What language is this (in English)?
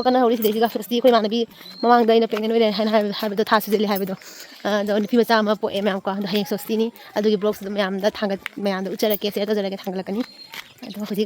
Manipuri